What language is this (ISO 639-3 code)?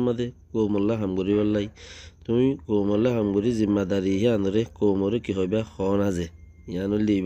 rhg